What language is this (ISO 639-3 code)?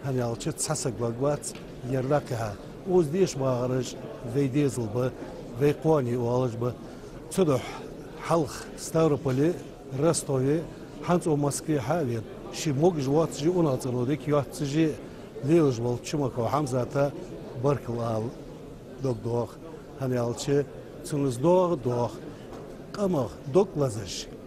inh